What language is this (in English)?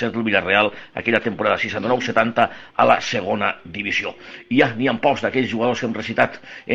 Catalan